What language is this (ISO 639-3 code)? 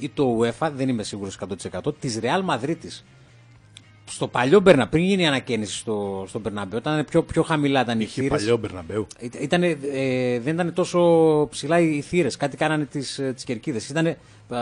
ell